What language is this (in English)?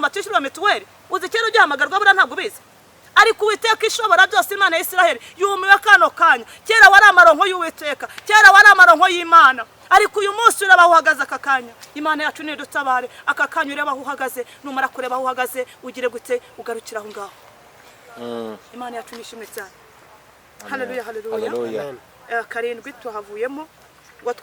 Kinyarwanda